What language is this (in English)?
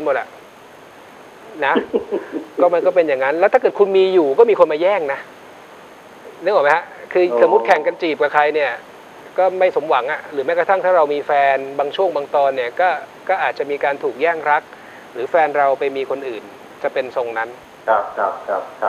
Thai